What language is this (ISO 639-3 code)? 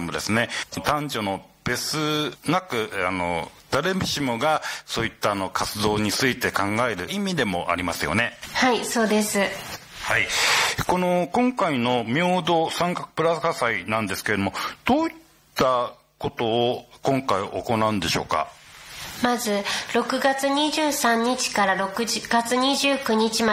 jpn